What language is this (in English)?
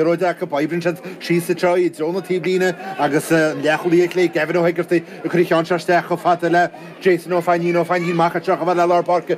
Irish